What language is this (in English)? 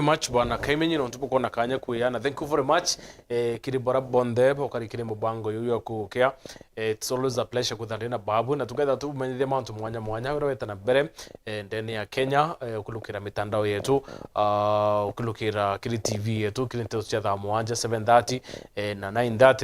Meru